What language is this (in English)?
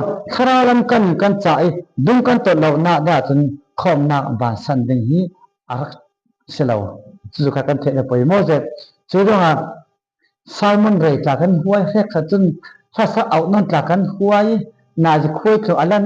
Falam Chin